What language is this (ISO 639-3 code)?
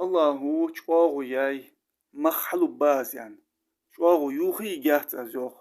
inh